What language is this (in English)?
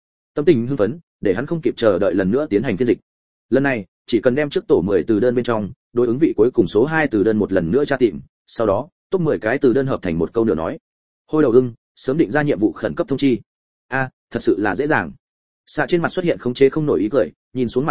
Vietnamese